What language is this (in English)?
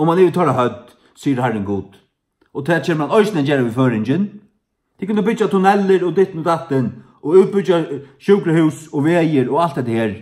Faroese